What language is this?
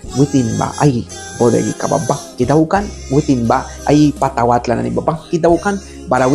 Mískito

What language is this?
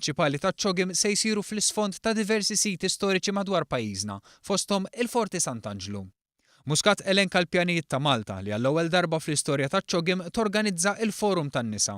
Maltese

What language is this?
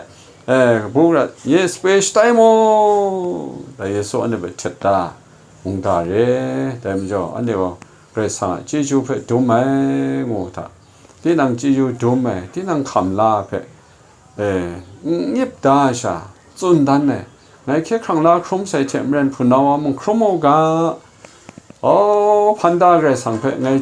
Kachin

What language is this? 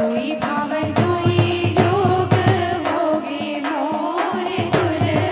Chhattisgarhi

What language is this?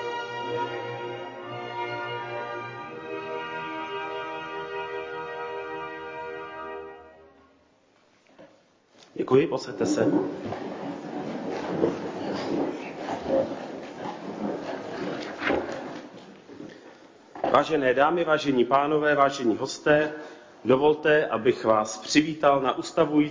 Czech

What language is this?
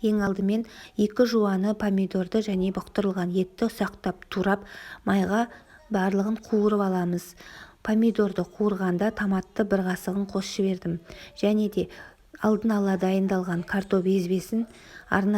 Kazakh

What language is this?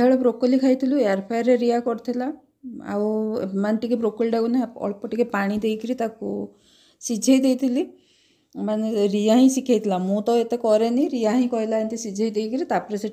Odia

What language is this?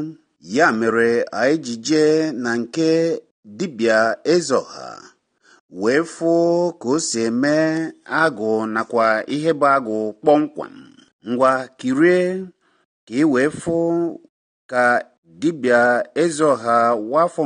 Igbo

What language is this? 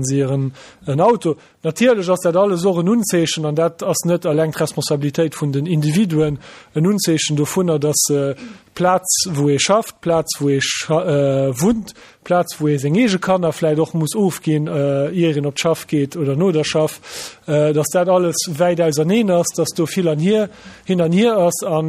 Luxembourgish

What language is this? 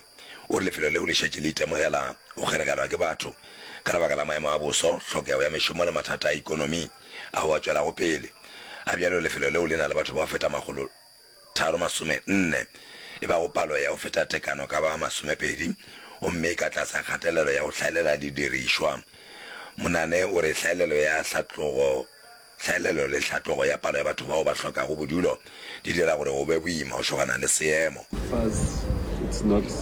Northern Sotho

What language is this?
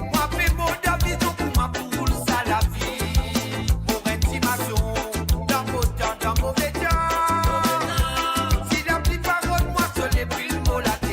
Morisyen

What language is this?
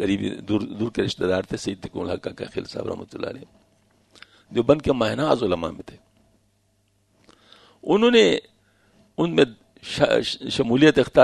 Urdu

